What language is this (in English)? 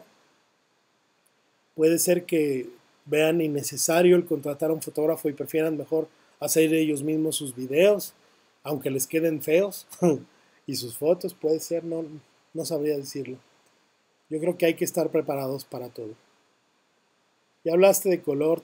Spanish